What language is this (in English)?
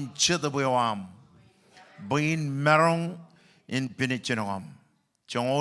Marshallese